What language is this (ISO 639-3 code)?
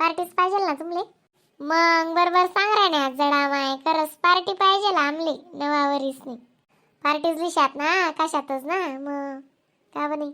khn